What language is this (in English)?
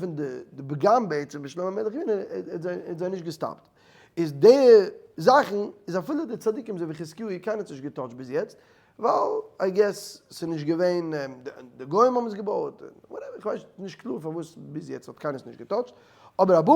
Yiddish